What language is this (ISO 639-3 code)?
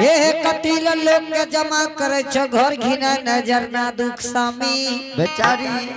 anp